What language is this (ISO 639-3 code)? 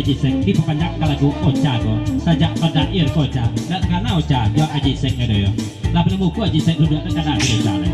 min